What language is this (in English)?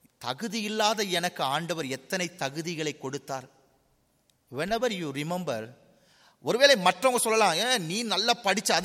Tamil